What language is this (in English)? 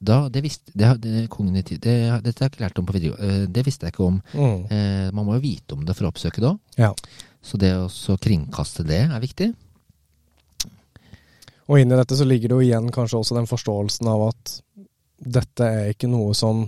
Norwegian